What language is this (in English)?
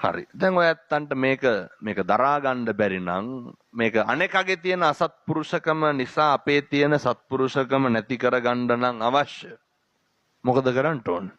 Sinhala